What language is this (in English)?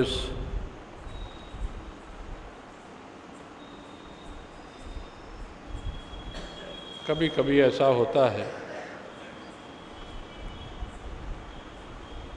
Urdu